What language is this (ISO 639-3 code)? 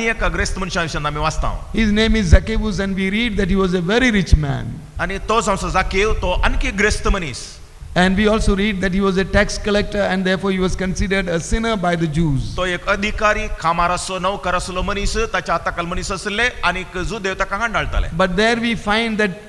kok